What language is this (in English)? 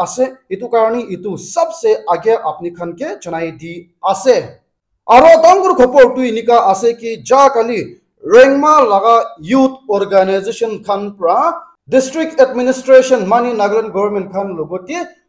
Naga Pidgin